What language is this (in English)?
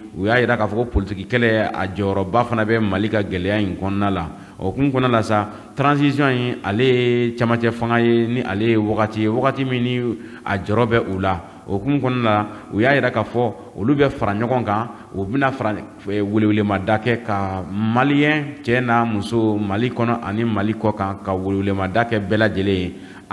Bambara